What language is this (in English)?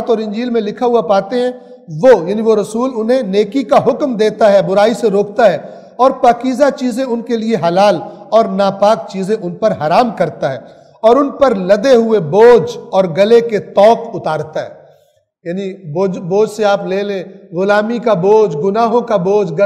Urdu